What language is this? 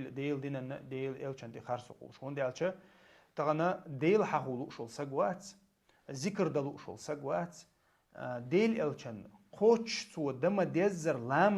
Chechen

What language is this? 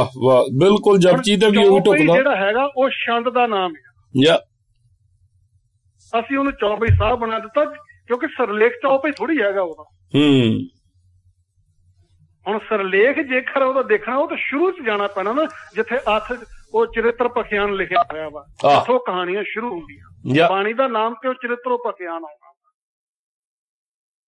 Punjabi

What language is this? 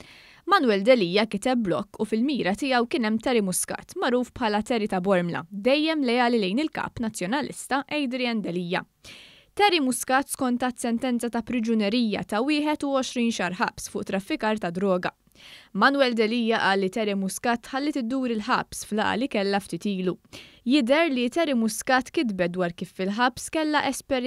Maltese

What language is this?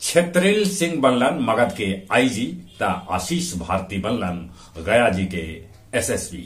Magahi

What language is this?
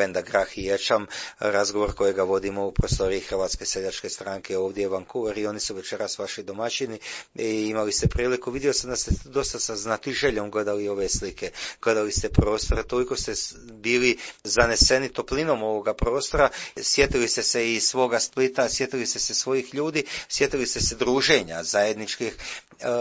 Croatian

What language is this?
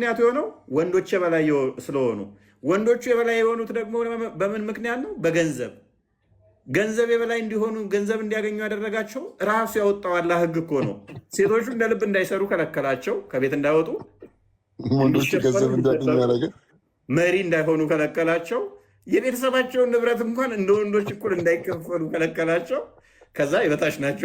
Amharic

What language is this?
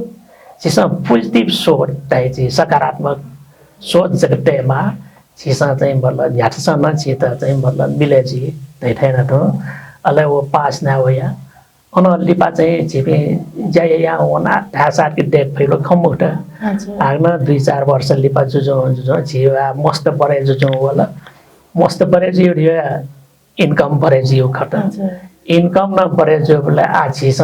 Newari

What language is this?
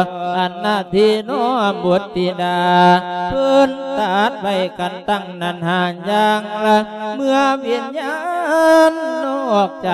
Lao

